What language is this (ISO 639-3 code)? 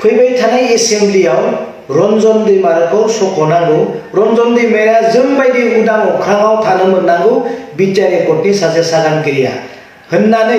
brx